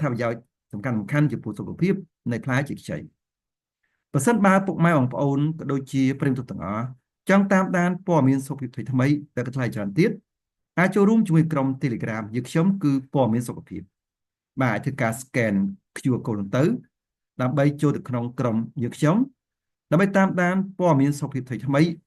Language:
Khmer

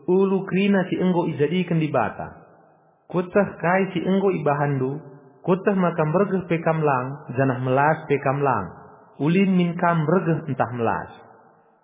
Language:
Batak Karo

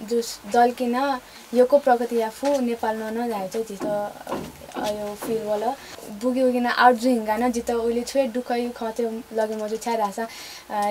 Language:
Newari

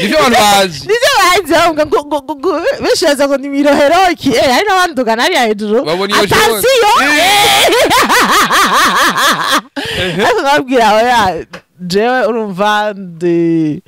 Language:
Rundi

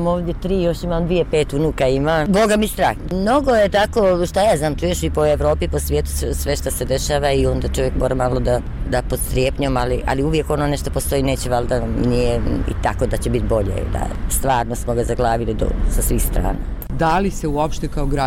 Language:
Bosnian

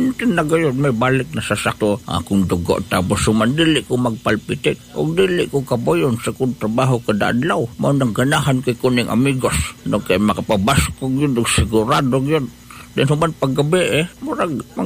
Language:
Cebuano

